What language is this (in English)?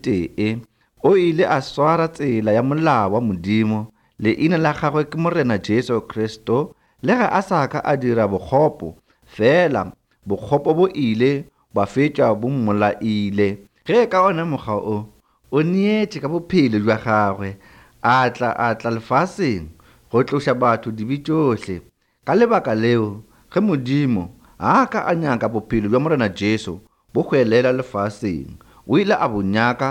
Northern Sotho